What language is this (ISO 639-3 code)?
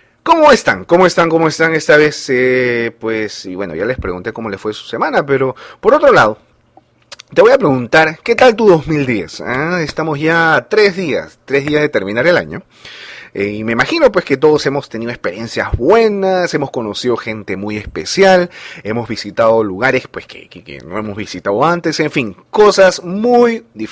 spa